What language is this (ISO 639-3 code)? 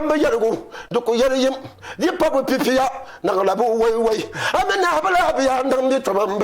dag